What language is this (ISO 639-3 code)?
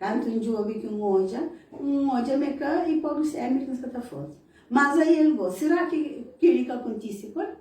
kea